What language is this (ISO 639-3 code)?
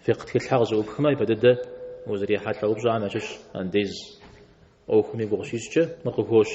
kbd